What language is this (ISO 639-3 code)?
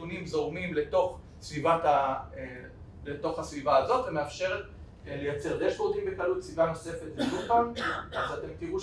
heb